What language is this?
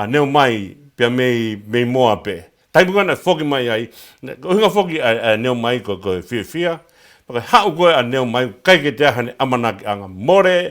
Tongan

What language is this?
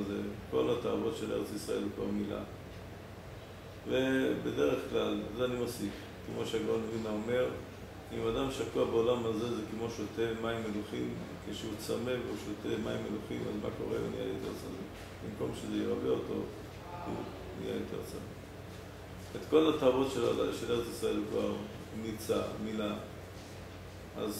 Hebrew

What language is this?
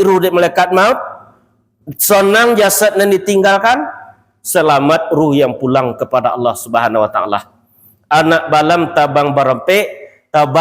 Minangkabau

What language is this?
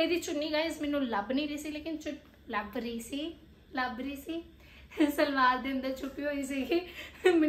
Punjabi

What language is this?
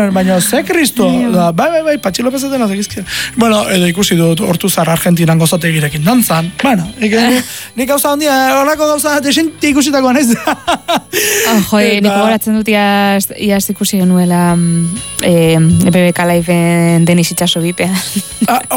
Basque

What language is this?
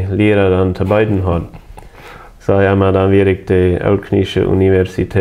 Plautdietsch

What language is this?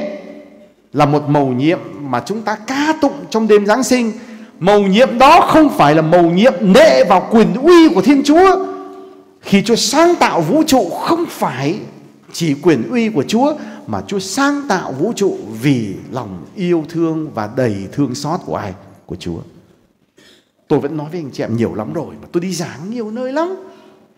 Vietnamese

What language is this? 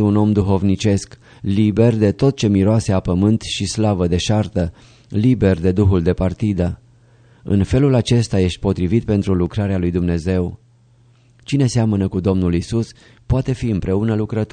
Romanian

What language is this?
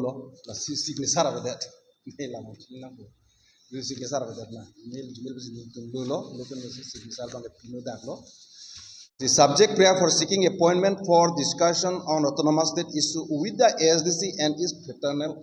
Karbi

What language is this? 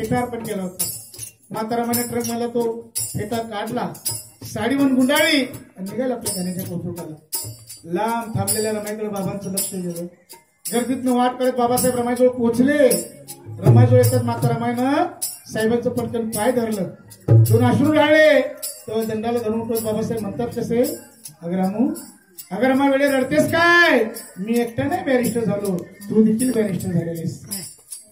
Marathi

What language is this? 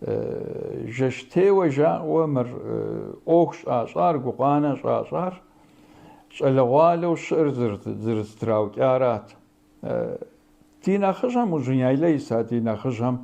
Kabardian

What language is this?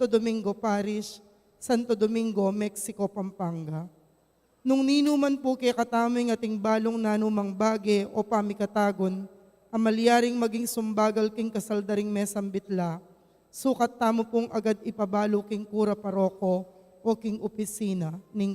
Pampanga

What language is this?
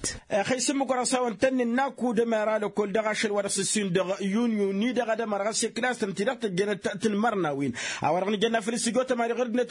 Tamasheq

